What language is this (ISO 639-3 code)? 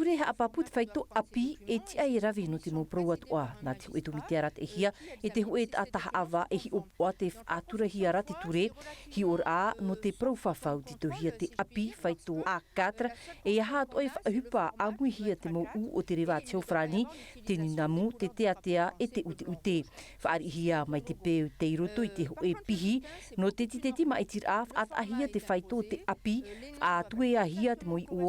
tah